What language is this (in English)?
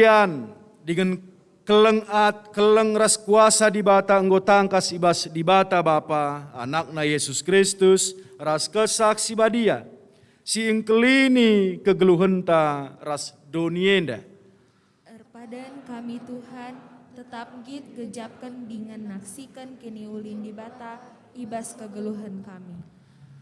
Batak Karo